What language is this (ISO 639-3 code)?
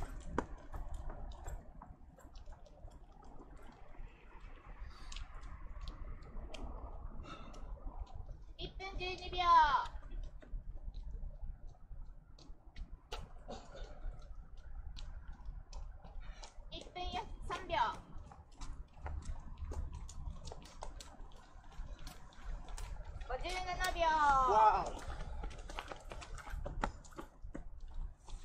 jpn